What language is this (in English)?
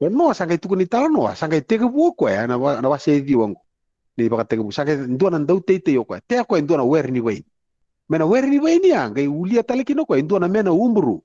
Fijian